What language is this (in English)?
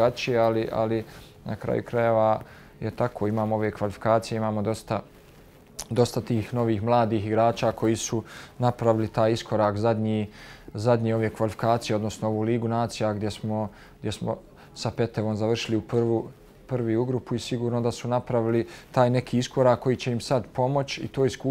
Bosnian